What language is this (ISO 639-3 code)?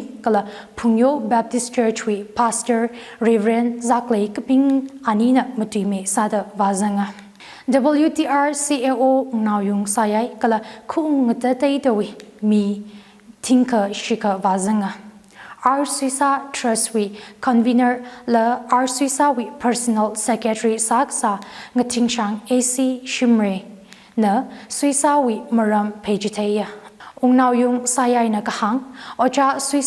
nmf